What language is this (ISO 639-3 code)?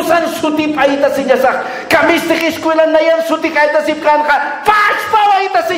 aym